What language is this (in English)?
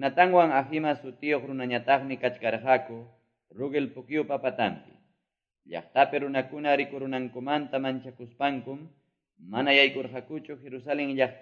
Quechua